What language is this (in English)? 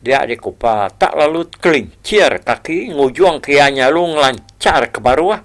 Iban